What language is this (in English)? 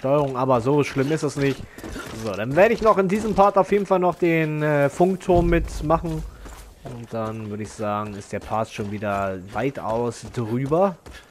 German